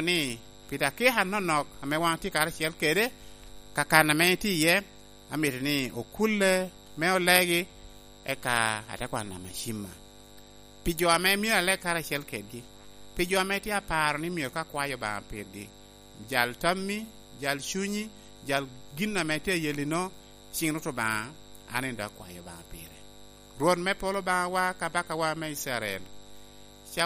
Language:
Lango (Uganda)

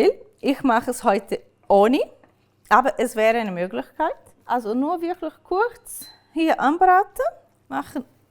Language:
Swiss German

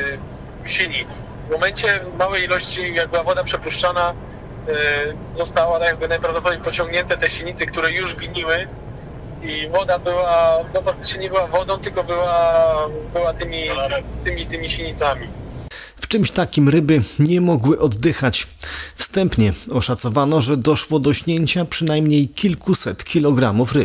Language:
Polish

